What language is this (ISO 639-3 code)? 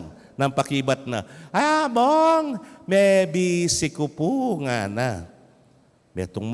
pam